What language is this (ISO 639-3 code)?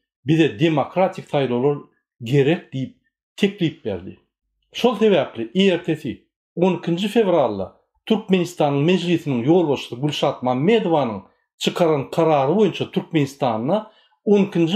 tuk